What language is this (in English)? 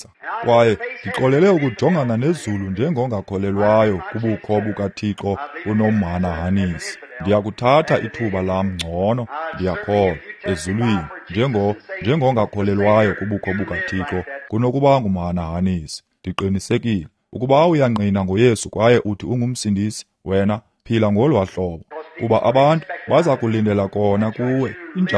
Xhosa